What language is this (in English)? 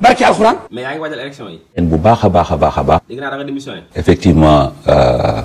Wolof